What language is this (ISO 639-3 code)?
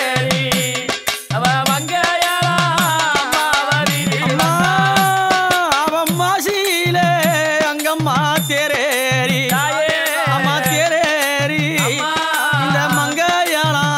tam